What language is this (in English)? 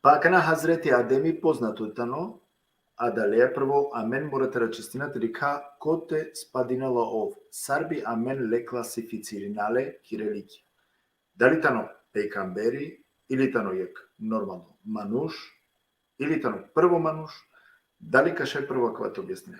Balkan Romani